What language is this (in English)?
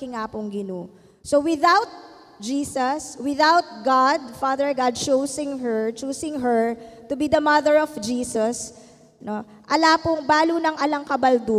Pampanga